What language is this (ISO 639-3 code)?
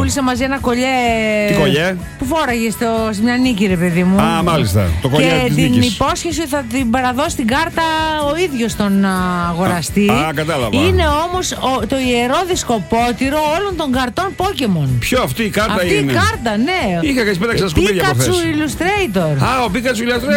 ell